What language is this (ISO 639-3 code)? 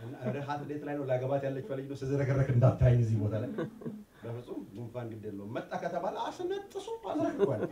amh